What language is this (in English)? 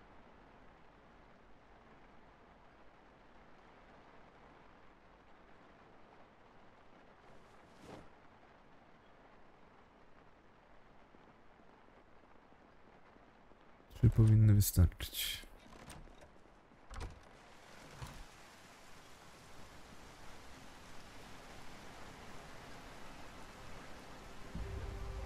Polish